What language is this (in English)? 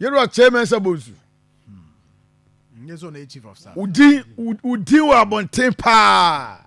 Akan